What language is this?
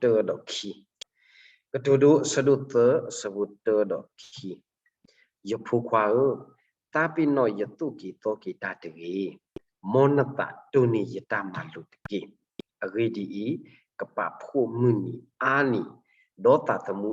S'gaw Karen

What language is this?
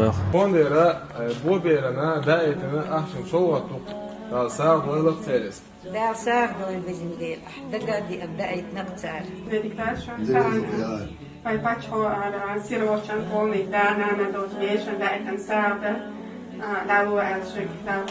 Chechen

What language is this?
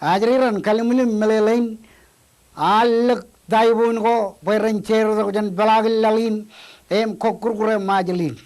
Marshallese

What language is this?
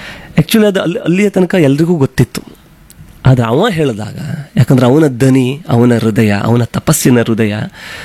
Kannada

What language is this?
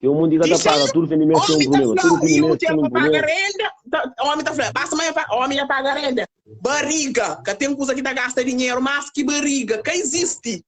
Kabuverdianu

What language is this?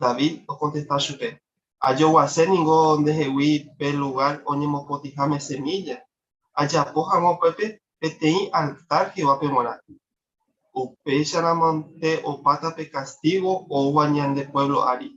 Guarani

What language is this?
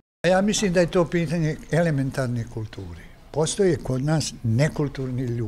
Bosnian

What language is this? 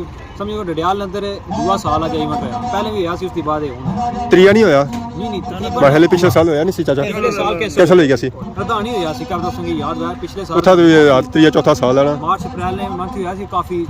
Pahari-Potwari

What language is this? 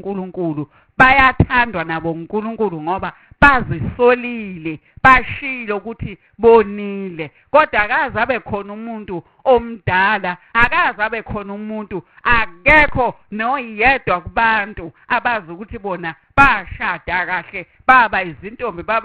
Zulu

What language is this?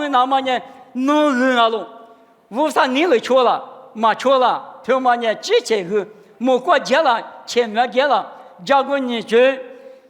Lisu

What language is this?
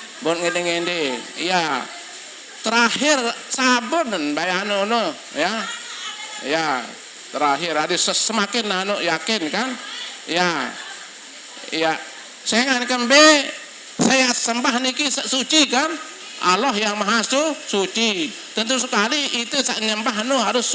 Sasak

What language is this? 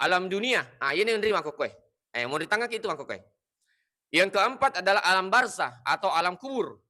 Buginese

